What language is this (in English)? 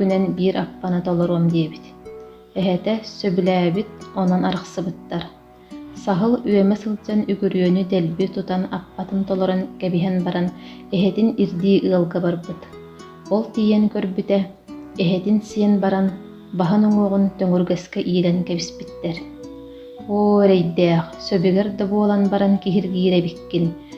Yakut